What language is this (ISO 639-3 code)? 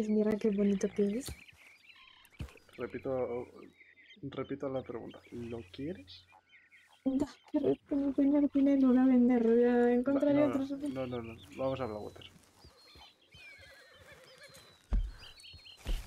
spa